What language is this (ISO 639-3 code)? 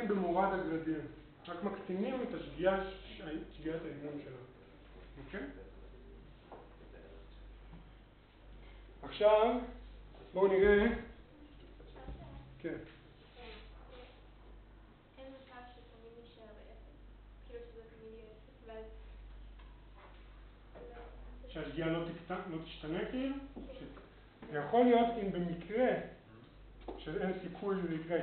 heb